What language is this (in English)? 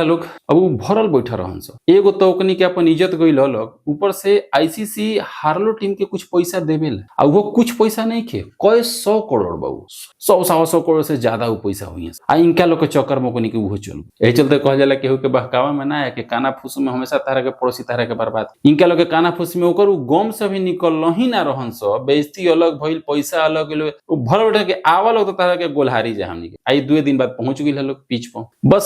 Bhojpuri